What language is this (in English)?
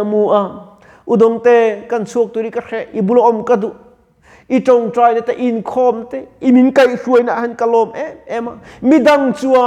Mizo